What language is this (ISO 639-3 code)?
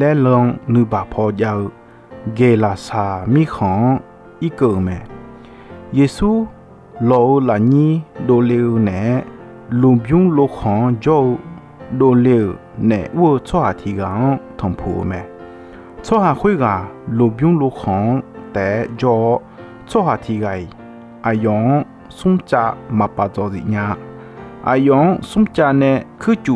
ahk